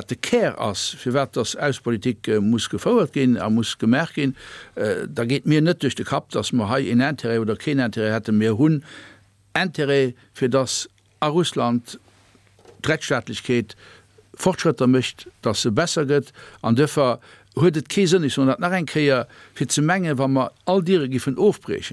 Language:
Luxembourgish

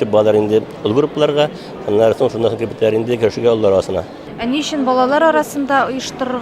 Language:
Tatar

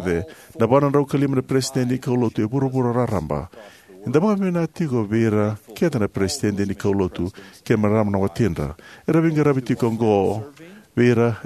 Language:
Fijian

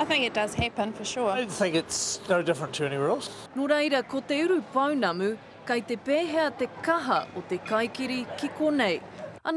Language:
Māori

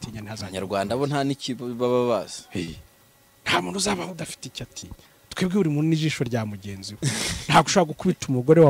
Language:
Kinyarwanda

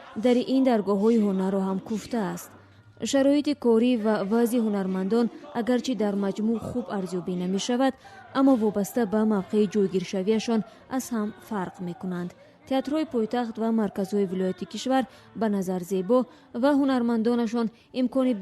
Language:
Tajik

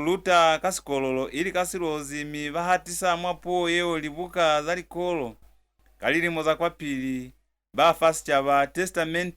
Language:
Lozi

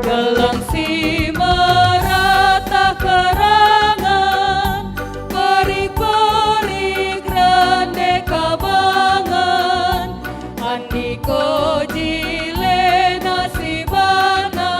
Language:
Batak Karo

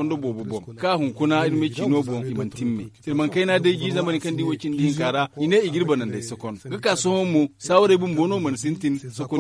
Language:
Zarma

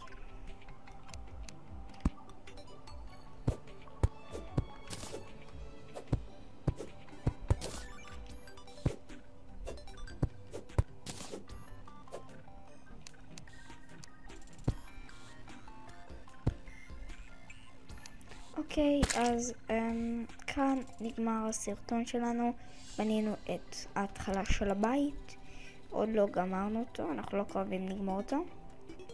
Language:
Hebrew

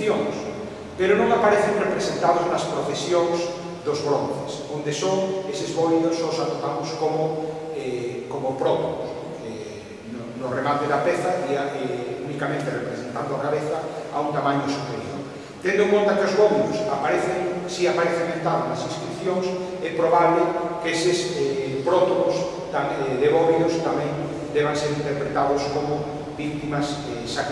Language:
Galician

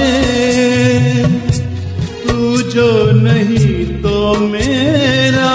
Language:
Hindi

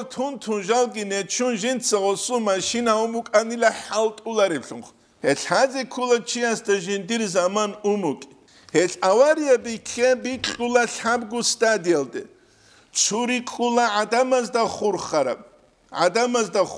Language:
Avaric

